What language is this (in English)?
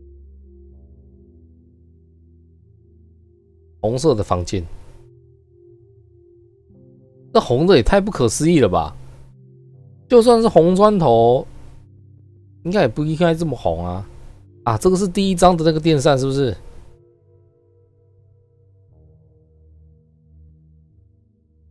Chinese